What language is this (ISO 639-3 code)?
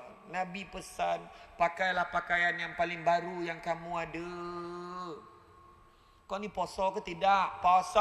msa